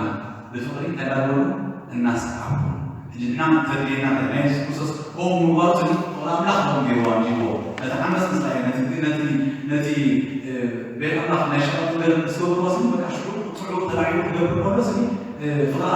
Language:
Tigrinya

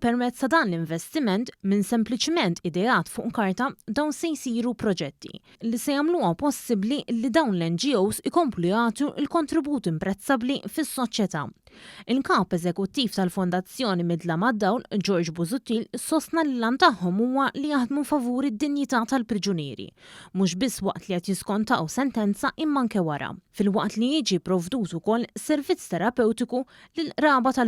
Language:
Maltese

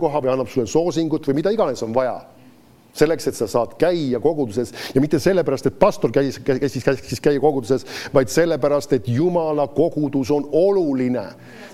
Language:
Estonian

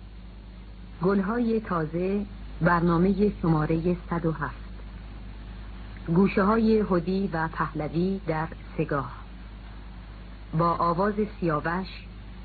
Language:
Persian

